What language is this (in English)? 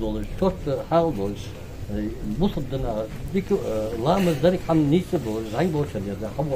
Ingush